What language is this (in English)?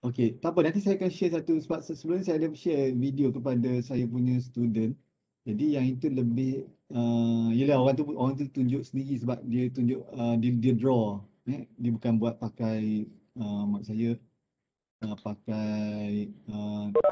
Malay